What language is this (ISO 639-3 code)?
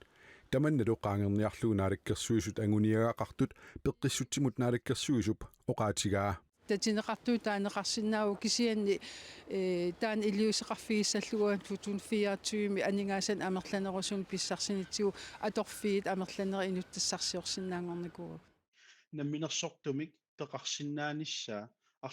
kal